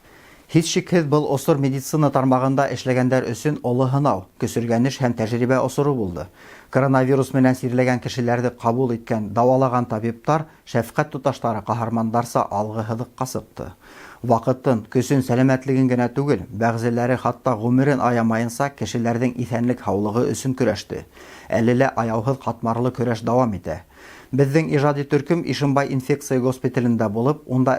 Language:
Bashkir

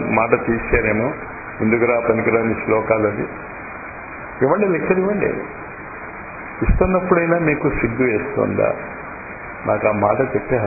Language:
Telugu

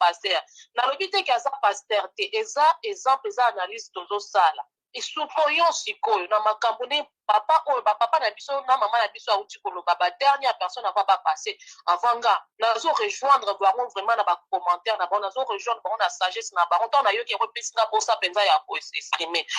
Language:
Lingala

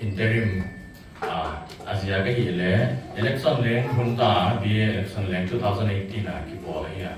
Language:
Paite Chin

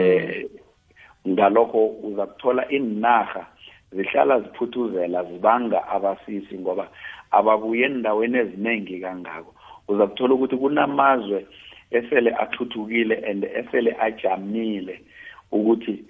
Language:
South Ndebele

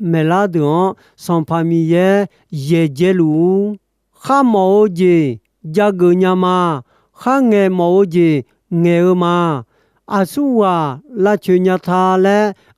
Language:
Akha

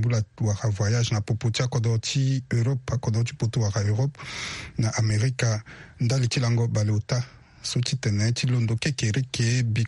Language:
Sango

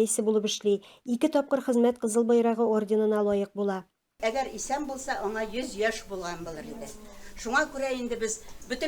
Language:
Tatar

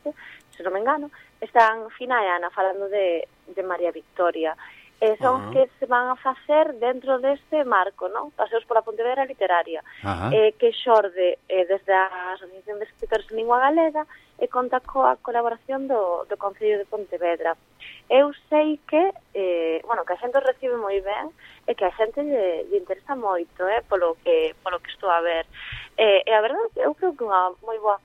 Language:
Galician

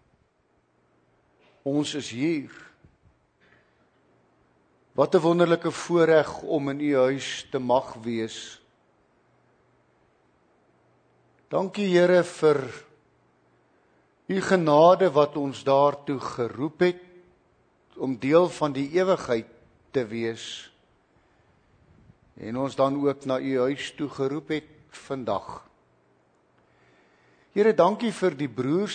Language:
Afrikaans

